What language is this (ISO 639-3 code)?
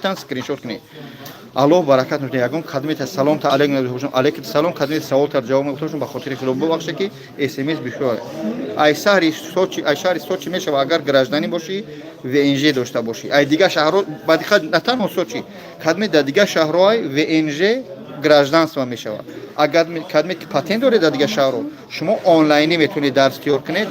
tgk